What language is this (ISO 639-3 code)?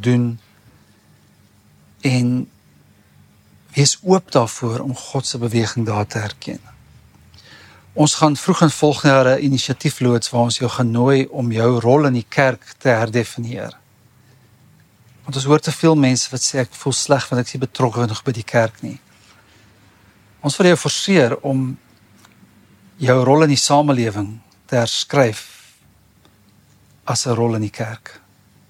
afr